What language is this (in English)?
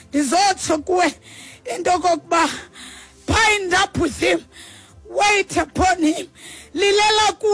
Xhosa